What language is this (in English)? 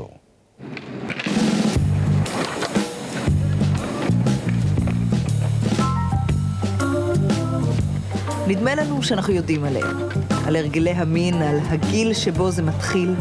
Hebrew